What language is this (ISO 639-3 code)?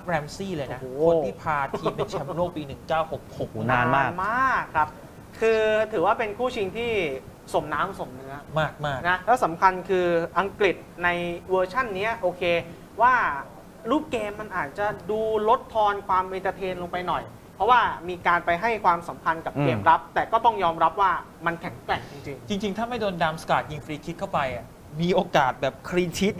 tha